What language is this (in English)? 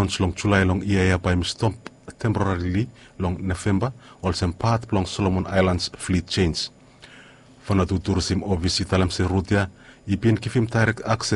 Bislama